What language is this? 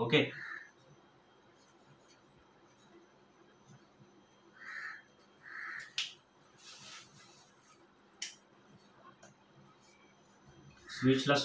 Marathi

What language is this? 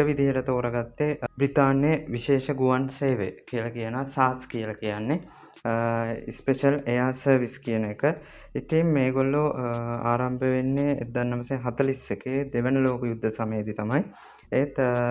Sinhala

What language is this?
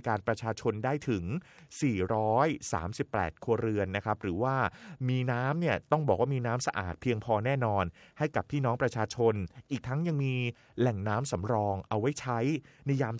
Thai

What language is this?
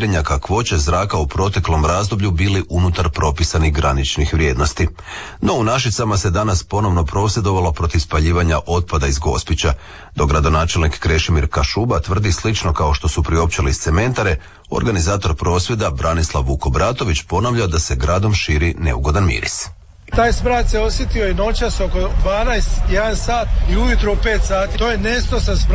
Croatian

